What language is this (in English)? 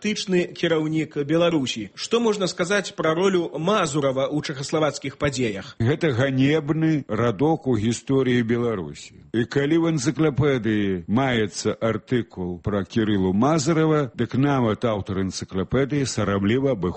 Belarusian